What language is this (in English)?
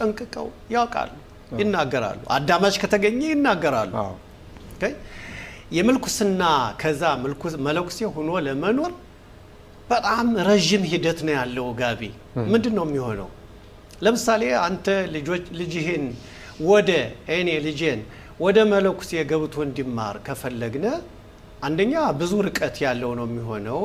Amharic